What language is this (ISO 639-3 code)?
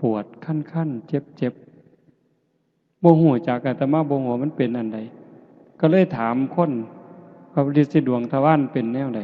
tts